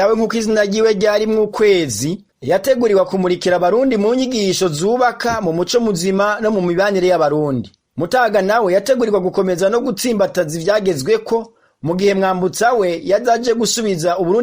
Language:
Rundi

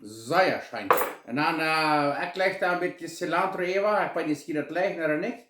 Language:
Plautdietsch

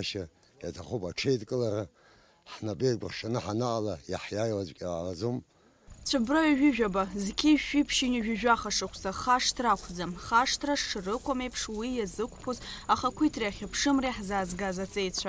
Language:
Abkhazian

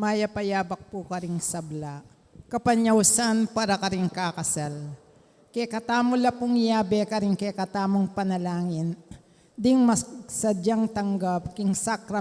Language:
Pampanga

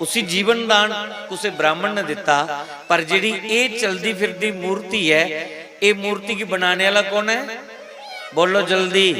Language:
Dogri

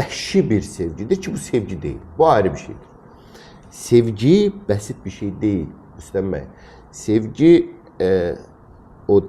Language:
Azerbaijani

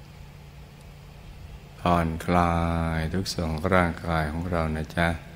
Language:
Thai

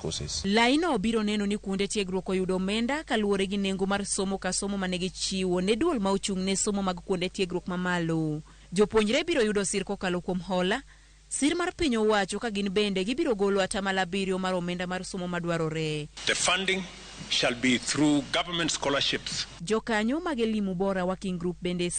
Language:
Luo (Kenya and Tanzania)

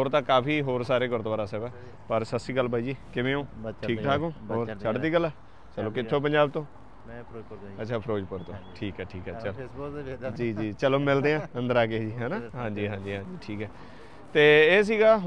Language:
Punjabi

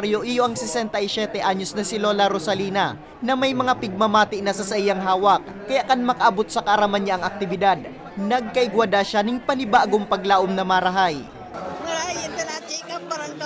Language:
Bikol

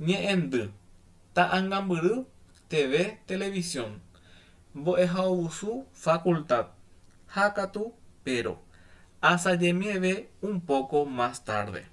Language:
Guarani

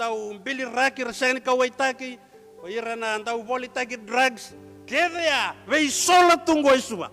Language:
Fijian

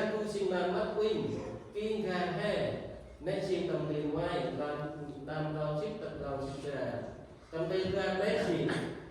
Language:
Central Mnong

